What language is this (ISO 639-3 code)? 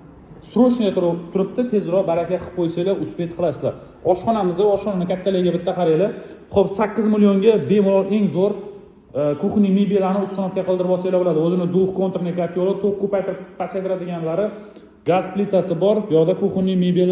uzb